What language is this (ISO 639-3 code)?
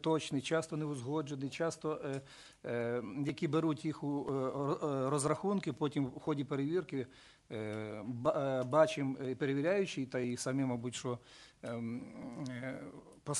ukr